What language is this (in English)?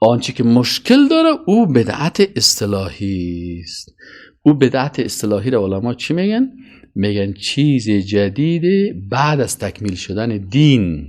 Persian